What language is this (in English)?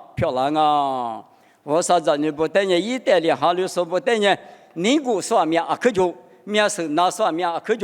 Lisu